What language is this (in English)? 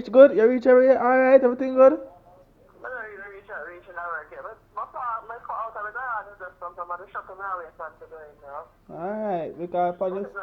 Jamaican Creole English